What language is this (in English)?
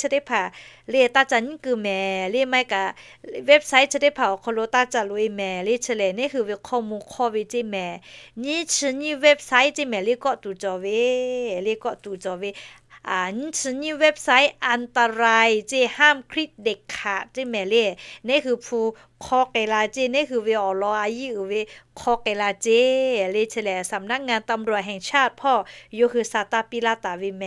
Lahu